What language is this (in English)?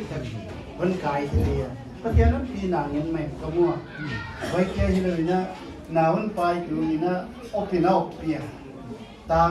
Paite Chin